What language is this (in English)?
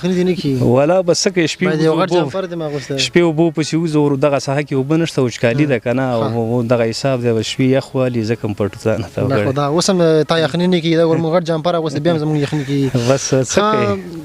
Pashto